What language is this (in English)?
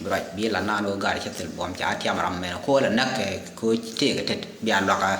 Nuer